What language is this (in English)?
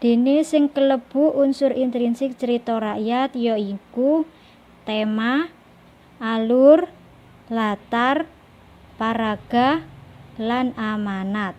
Javanese